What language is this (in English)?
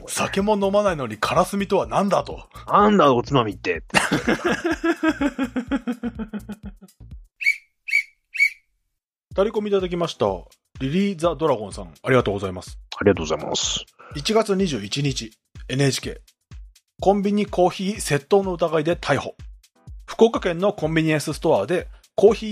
Japanese